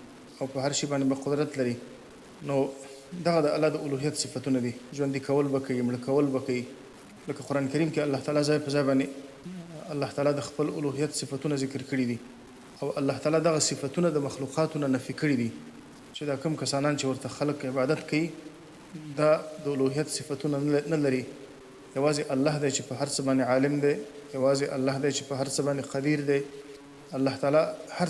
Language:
Pashto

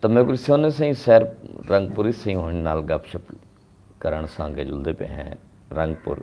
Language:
Saraiki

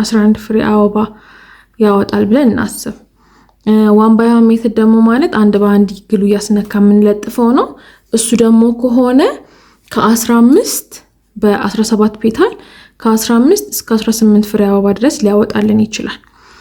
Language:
Amharic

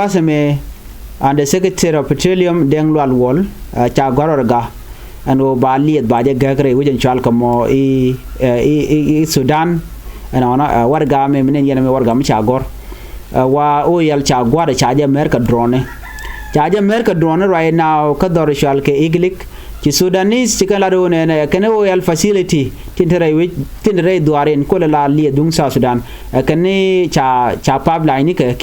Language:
Nuer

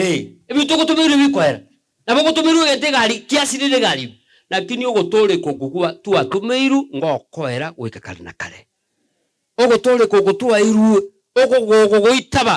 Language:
Gusii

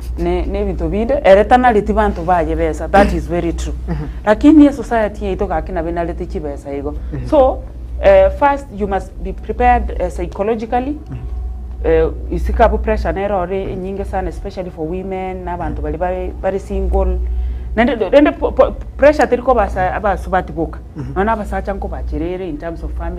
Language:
Gusii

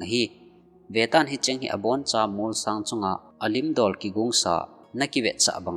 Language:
Thado Chin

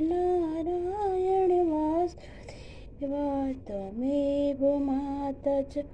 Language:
Sanskrit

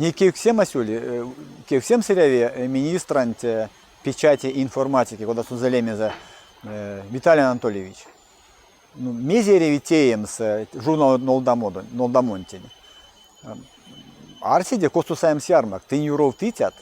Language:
Erzya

